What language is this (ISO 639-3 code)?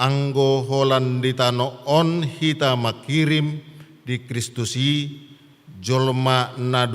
bbc